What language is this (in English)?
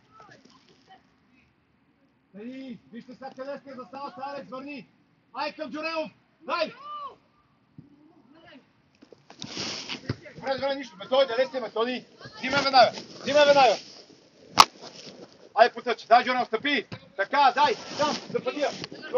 Bulgarian